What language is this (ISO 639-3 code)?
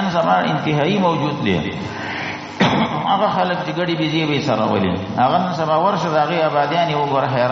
pus